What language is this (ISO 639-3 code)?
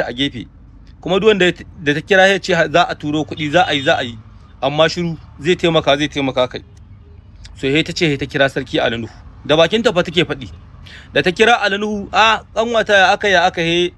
hau